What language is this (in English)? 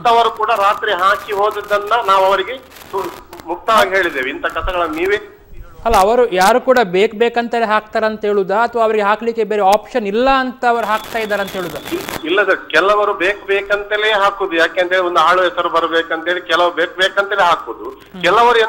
Kannada